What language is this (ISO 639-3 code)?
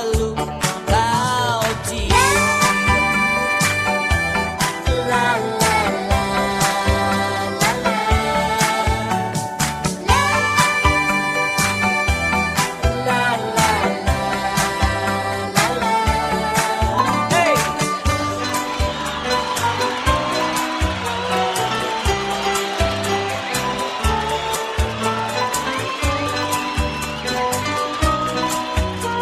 ind